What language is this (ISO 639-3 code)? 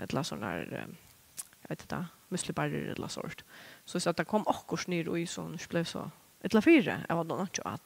fao